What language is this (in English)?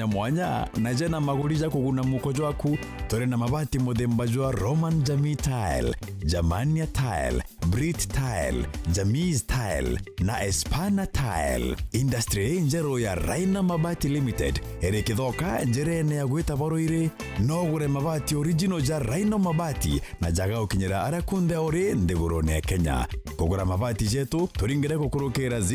Meru